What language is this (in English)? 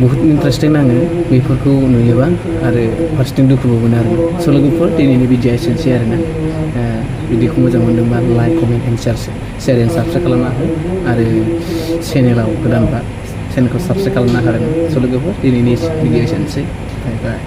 Bodo